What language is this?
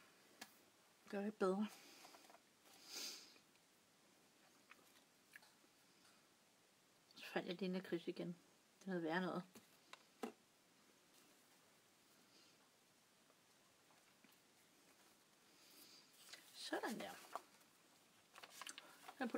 Danish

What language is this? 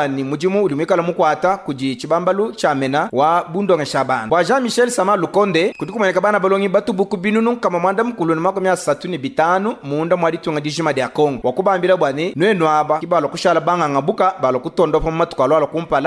Luba-Lulua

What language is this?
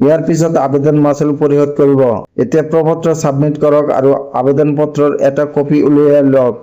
Assamese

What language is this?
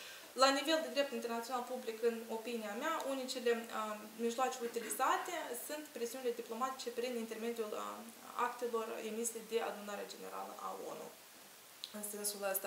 Romanian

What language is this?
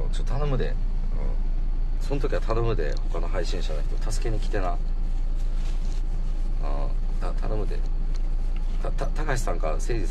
Japanese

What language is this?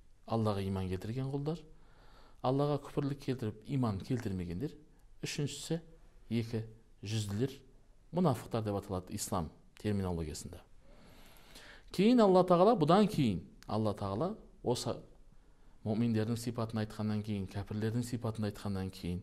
Kazakh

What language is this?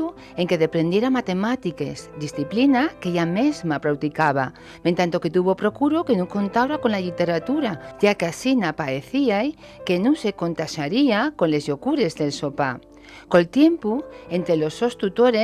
Asturian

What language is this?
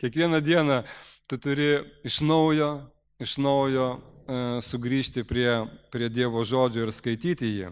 Lithuanian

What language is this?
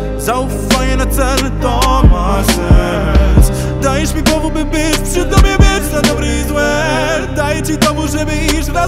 Polish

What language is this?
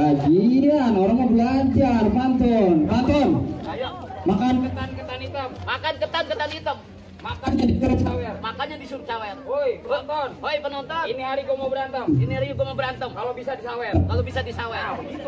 Betawi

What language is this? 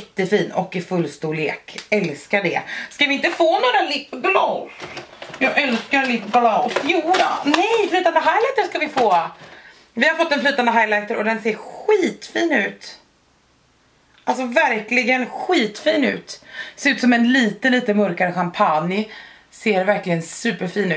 Swedish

